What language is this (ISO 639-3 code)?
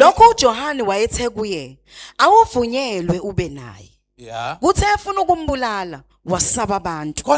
zul